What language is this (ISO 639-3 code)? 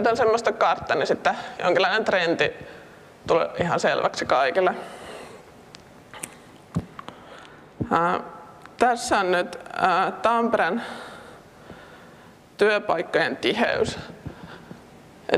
fin